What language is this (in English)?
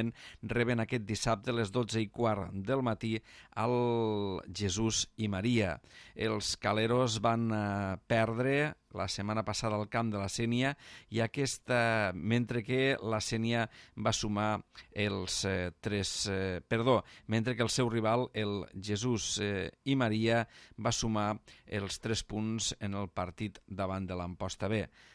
Catalan